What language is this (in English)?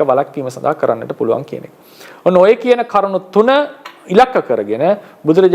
Sinhala